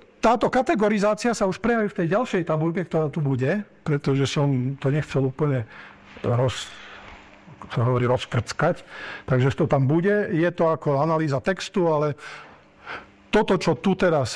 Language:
Slovak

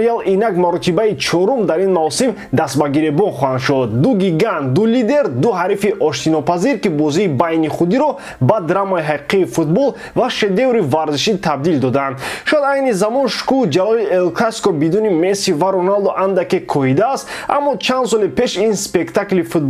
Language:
Tajik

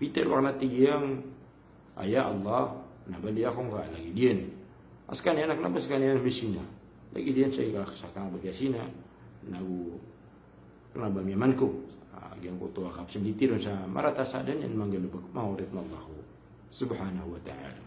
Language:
Maranao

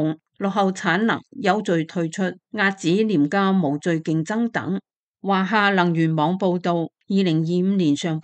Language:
Cantonese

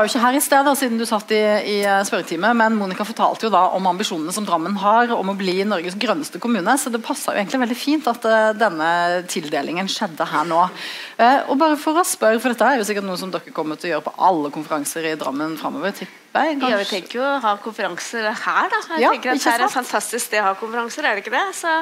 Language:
Norwegian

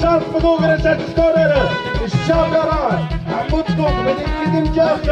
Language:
Tlahuitoltepec Mixe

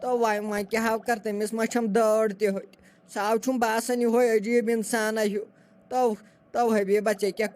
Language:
Kashmiri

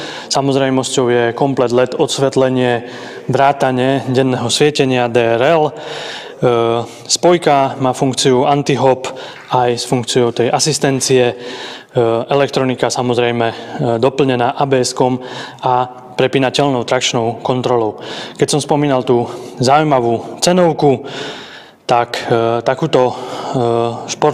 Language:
Slovak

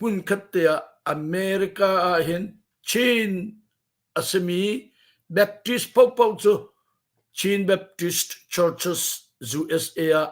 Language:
Hakha Chin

